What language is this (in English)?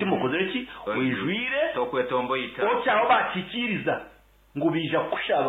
Nyankole